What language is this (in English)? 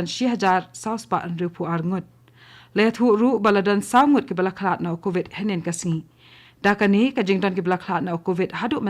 Khasi